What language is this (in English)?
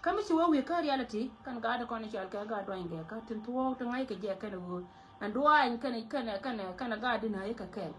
Nuer